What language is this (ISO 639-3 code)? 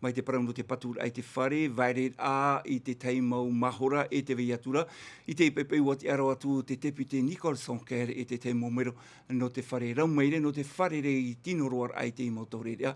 tah